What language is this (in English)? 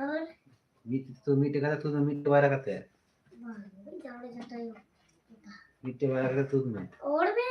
Santali